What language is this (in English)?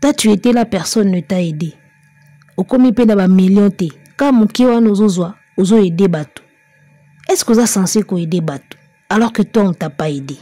Lingala